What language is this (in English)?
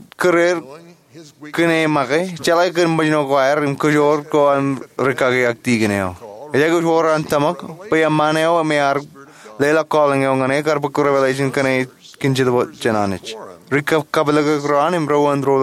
Marshallese